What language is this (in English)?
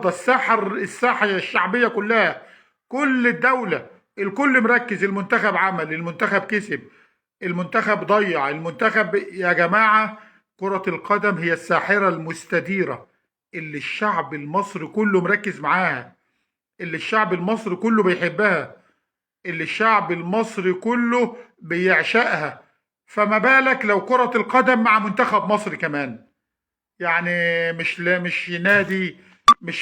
Egyptian Arabic